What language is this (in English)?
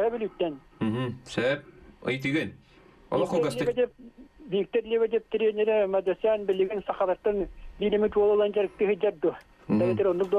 Yakut